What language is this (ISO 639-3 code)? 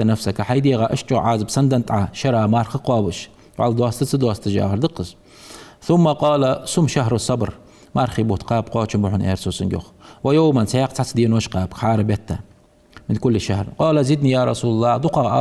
inh